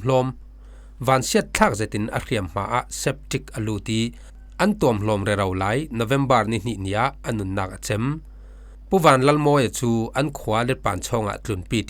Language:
Falam Chin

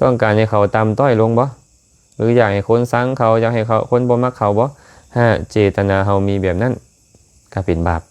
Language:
Lao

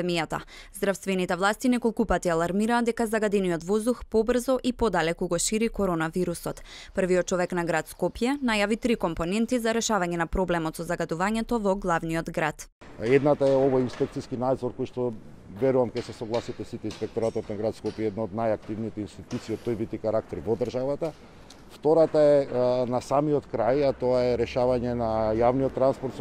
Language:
Macedonian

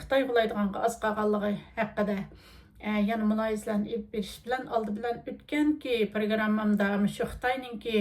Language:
Uyghur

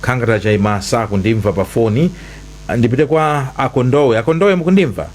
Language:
Nyanja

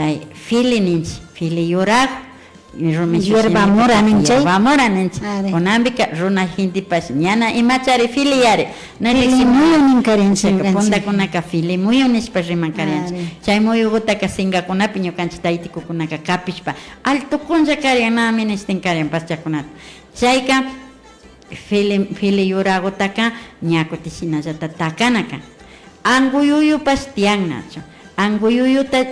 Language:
Imbabura Highland Quichua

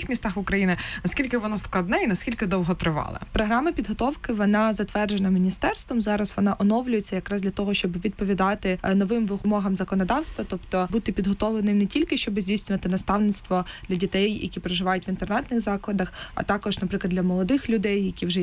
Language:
Ukrainian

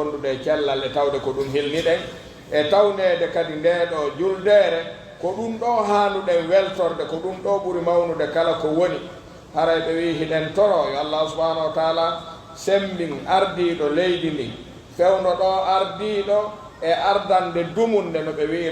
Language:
Pular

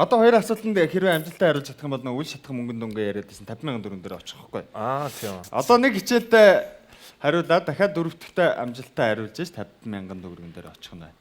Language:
Mongolian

